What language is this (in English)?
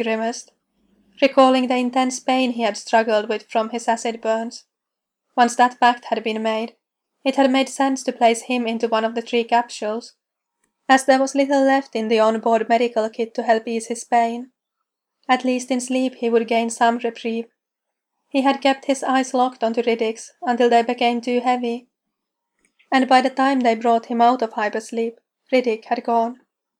English